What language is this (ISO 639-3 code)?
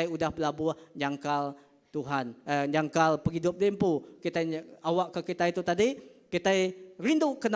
iba